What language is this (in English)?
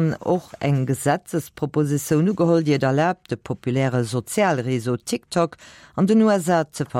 Luxembourgish